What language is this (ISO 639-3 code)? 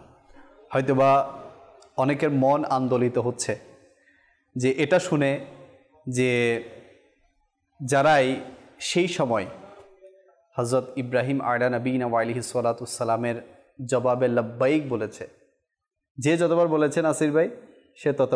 ben